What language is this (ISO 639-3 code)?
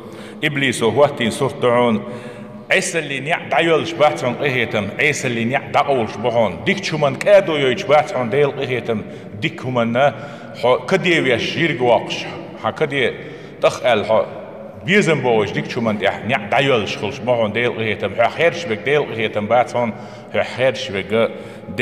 che